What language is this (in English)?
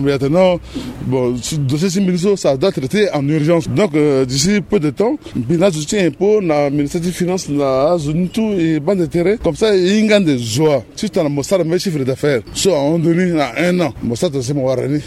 Sango